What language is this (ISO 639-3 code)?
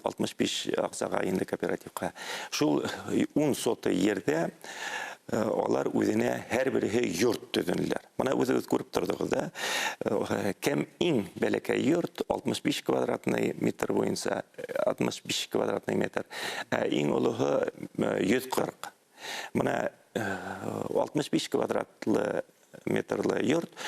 bak